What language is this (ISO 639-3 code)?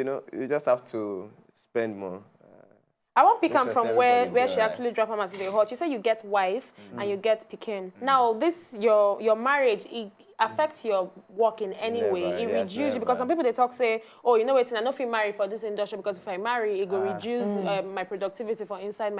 pcm